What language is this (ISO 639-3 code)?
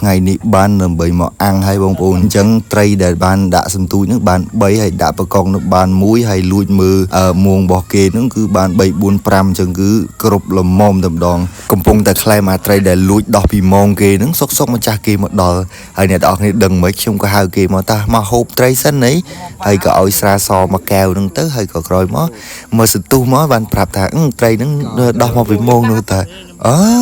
khm